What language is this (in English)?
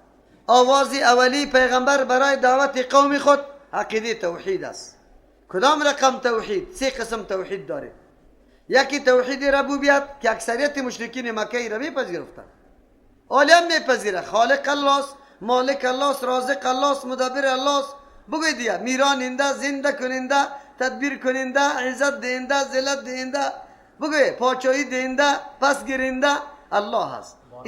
Persian